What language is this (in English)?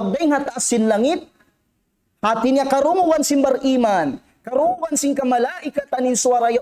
Tausug